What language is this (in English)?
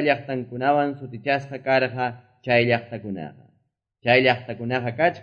Quechua